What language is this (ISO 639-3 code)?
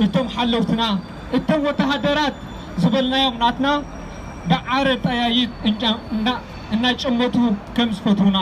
tir